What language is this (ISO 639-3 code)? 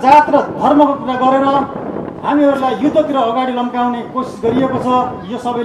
nep